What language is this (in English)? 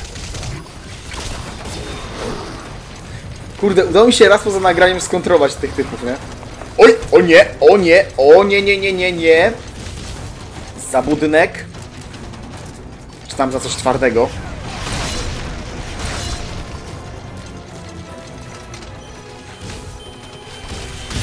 Polish